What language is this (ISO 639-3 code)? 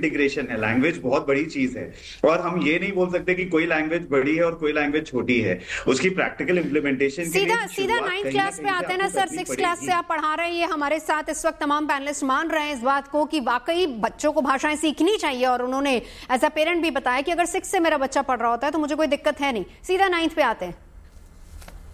hin